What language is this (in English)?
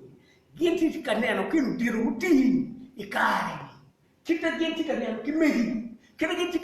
Acoli